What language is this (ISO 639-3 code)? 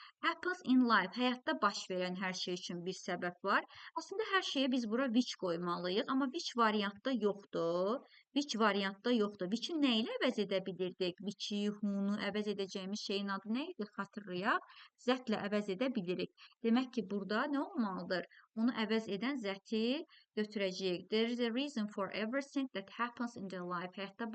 aze